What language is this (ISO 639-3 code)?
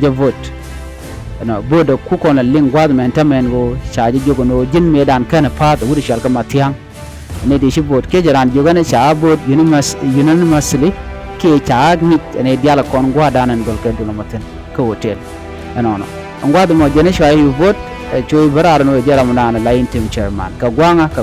nus